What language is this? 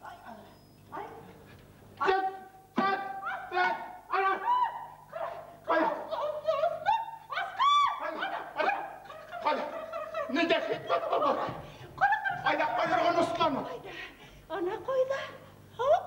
Bashkir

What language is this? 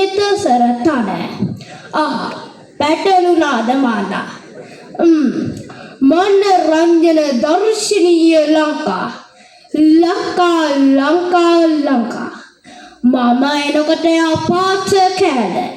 Sinhala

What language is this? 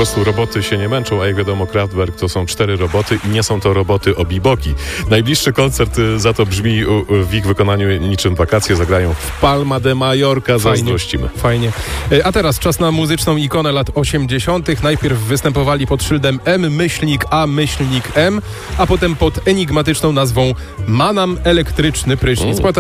Polish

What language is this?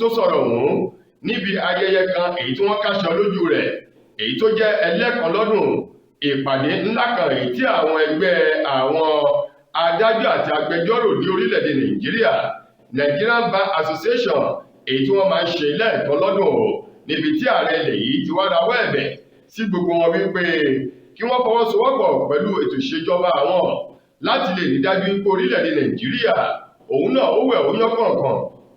Yoruba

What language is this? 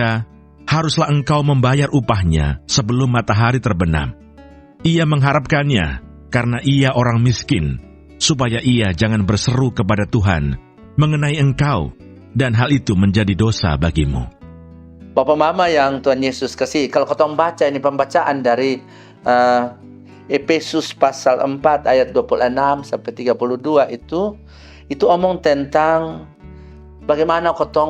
Kupang Malay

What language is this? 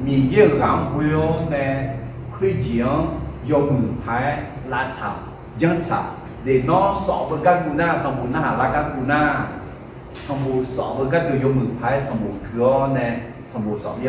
Akha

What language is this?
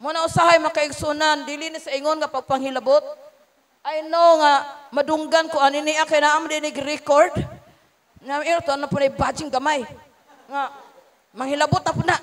Cebuano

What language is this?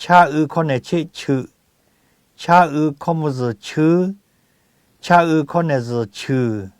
Lahu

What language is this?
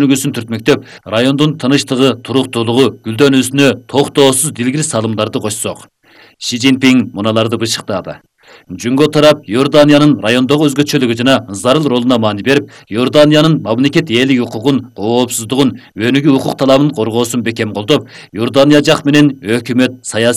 Kyrgyz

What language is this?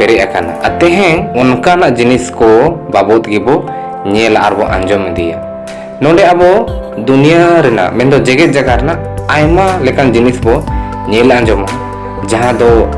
Santali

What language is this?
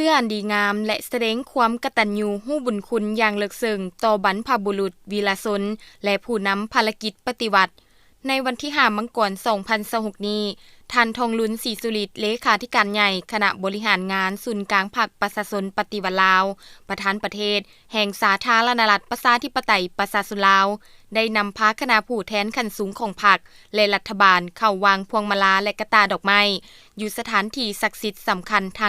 Lao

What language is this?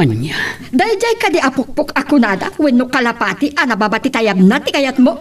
Iloko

